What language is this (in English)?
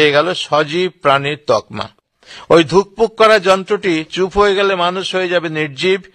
Bangla